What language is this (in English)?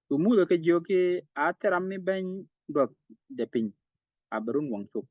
Nuer